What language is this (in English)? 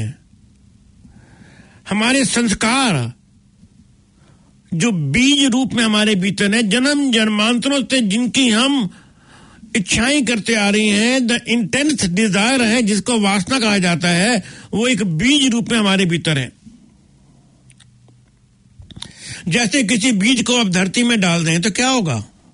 Hindi